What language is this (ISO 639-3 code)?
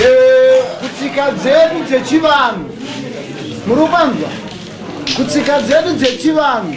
sna